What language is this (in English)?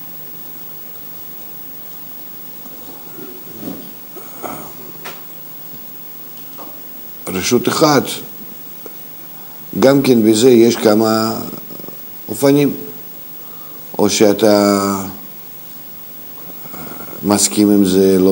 Hebrew